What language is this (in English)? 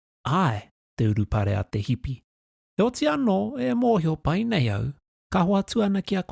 Māori